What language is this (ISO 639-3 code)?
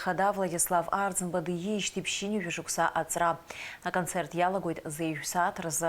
abk